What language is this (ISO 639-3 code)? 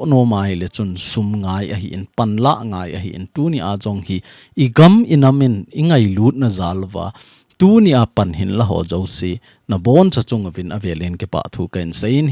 tcz